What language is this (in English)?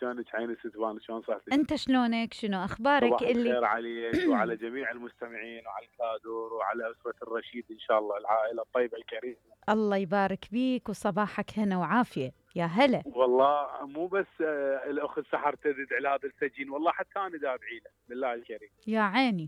Mesopotamian Arabic